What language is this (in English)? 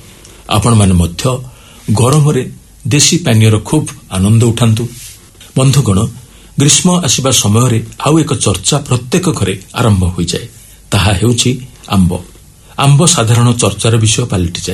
Odia